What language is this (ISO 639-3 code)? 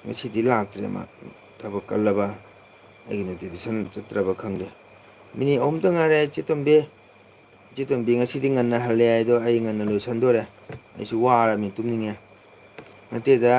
mni